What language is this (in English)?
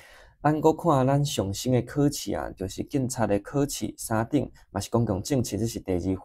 Min Nan Chinese